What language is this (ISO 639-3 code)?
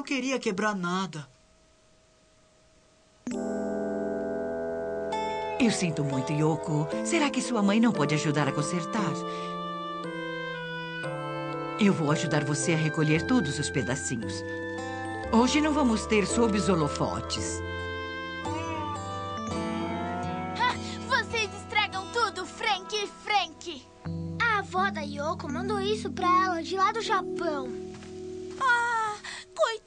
por